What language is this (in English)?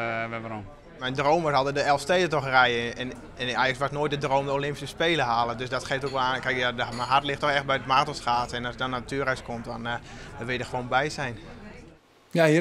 Western Frisian